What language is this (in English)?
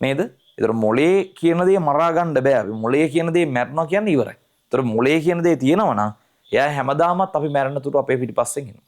Sinhala